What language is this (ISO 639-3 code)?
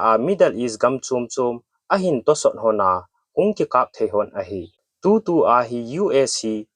tcz